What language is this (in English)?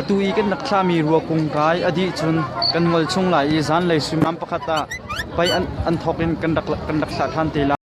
Hakha Chin